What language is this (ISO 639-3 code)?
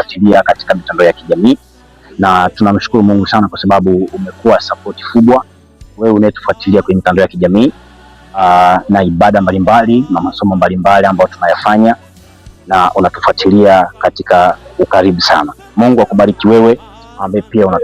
swa